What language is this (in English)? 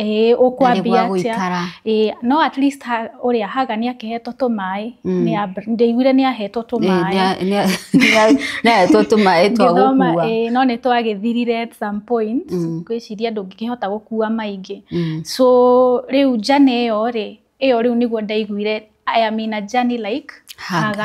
Kikuyu